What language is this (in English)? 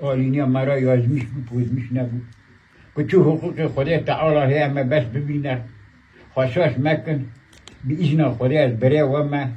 Kurdish